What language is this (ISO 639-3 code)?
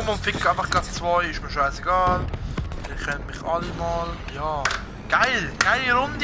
gsw